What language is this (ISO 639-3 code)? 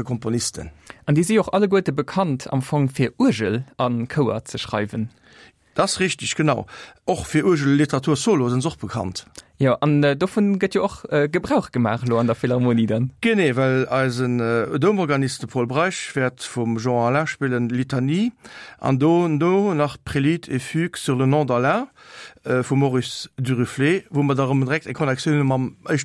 ltz